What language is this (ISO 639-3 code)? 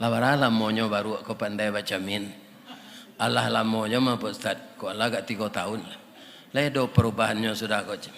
min